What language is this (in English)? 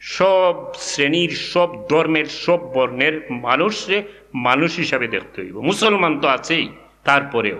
Sylheti